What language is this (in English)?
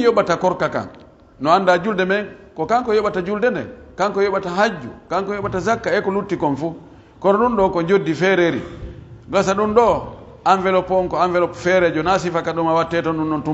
Pular